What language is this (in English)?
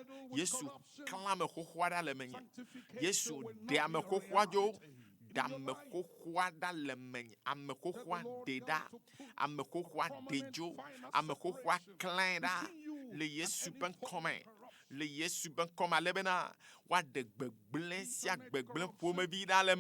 Ewe